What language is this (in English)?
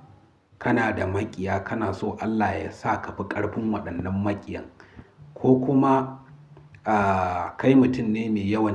Hausa